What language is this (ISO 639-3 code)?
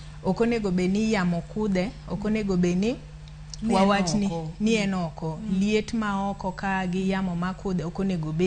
luo